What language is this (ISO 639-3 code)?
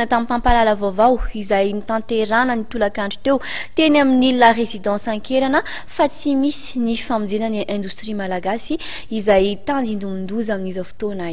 mlg